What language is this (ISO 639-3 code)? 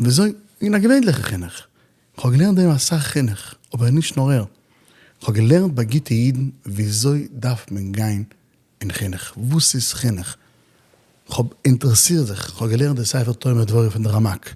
yid